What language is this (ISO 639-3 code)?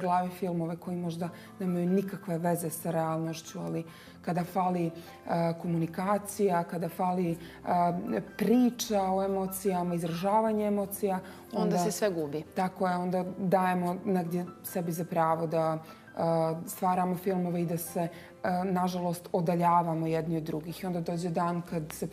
bos